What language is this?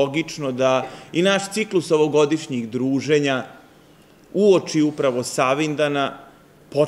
Serbian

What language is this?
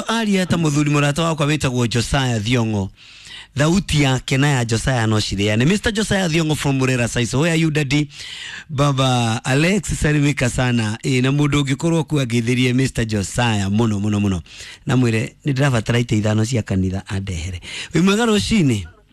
Kikuyu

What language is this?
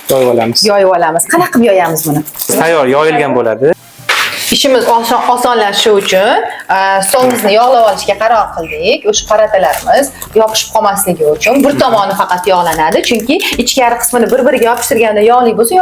Uzbek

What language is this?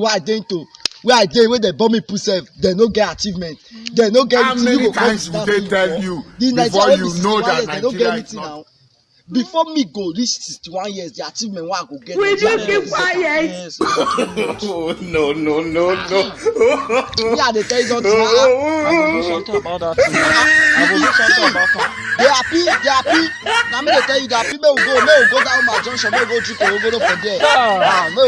Nigerian Pidgin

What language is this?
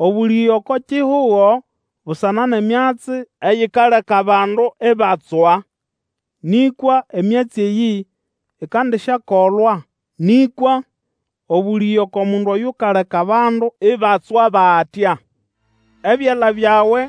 Nande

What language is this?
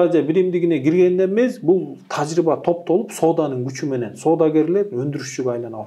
Kyrgyz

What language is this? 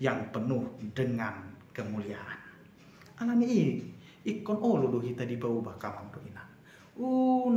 Batak Toba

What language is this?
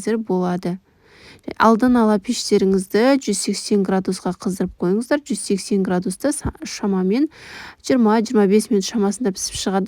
Kazakh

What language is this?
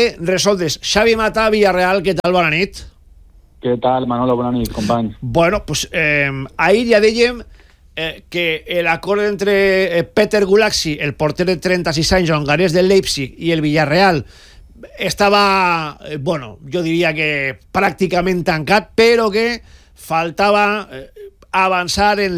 Catalan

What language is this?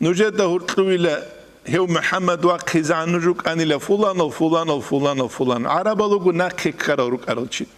Avaric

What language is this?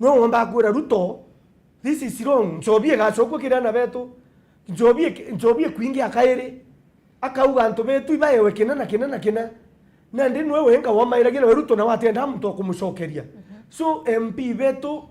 Meru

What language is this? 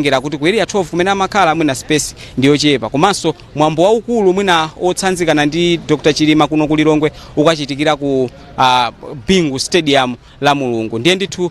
Nyanja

